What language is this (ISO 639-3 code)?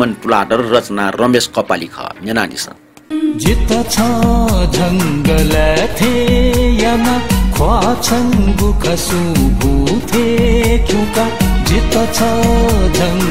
new